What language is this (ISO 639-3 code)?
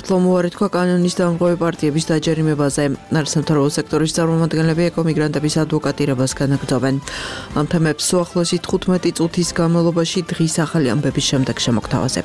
kat